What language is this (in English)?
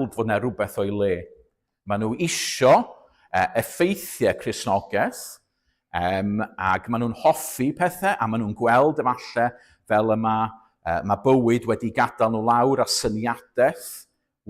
Welsh